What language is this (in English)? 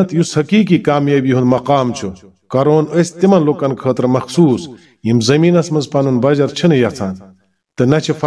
Kashmiri